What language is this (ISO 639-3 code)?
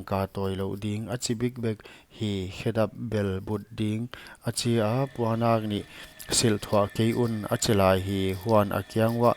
pck